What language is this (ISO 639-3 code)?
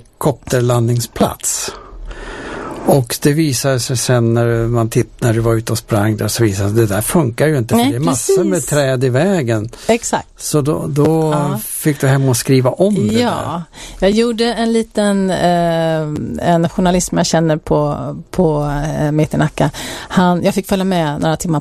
swe